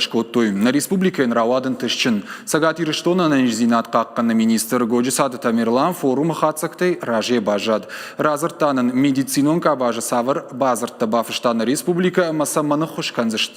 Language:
Ossetic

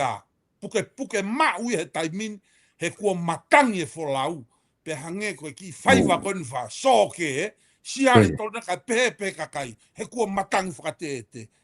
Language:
Tongan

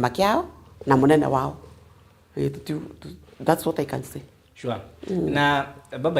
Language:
Meru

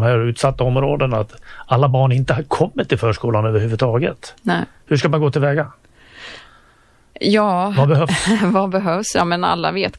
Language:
Swedish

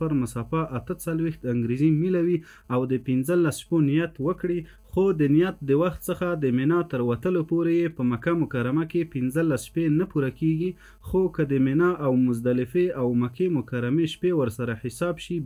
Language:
Pashto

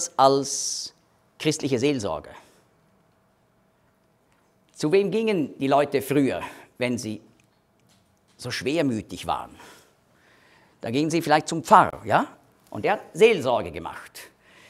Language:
German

